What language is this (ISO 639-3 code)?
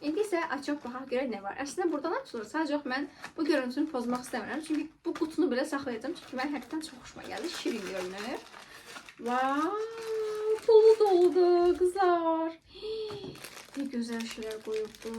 aze